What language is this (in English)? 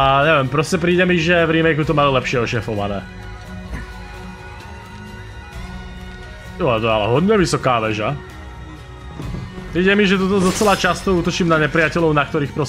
Slovak